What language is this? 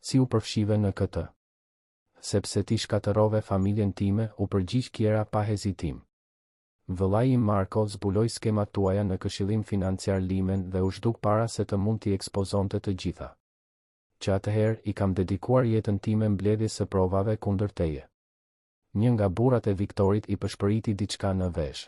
Albanian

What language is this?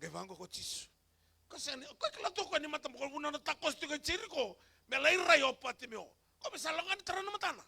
Fijian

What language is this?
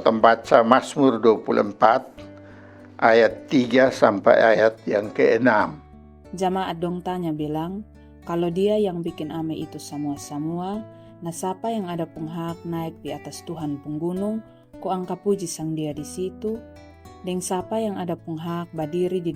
Kupang Malay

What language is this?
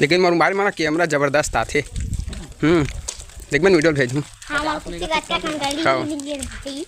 Chhattisgarhi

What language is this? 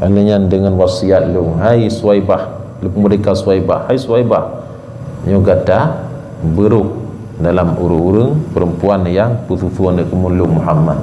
Achinese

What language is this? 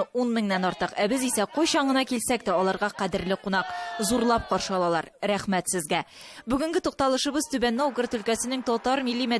Tatar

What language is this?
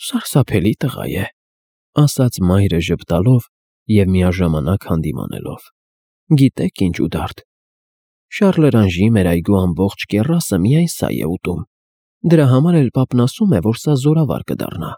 Armenian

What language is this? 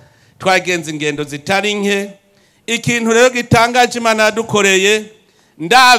Rundi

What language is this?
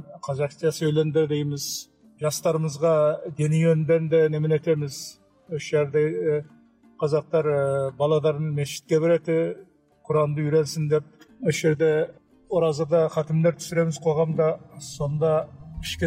Kazakh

